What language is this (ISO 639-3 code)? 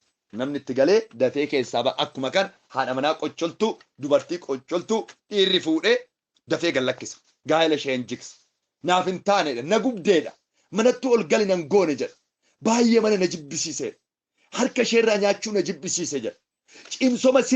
orm